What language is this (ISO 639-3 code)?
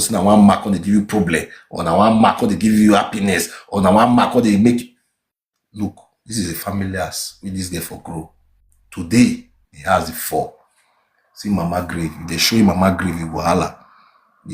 pcm